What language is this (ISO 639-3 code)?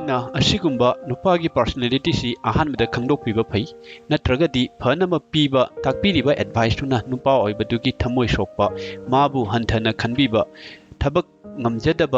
mni